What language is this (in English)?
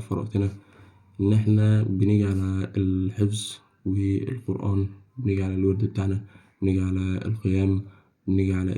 Egyptian Arabic